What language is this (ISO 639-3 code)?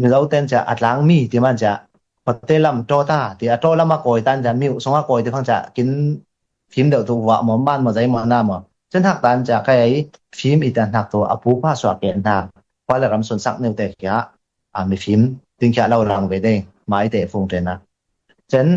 cfm